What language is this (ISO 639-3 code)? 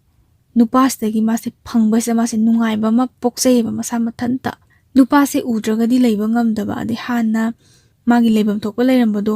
mni